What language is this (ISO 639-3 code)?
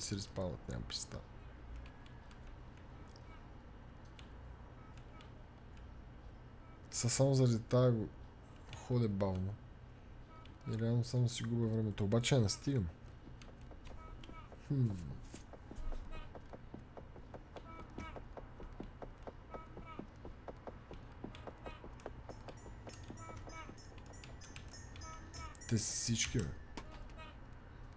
bul